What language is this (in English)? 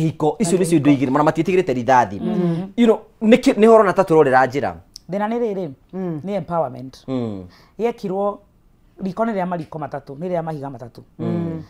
Kikuyu